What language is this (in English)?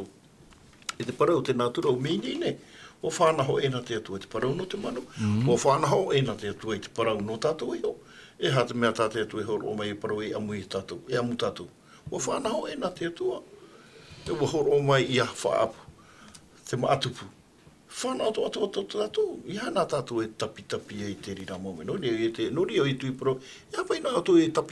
Tahitian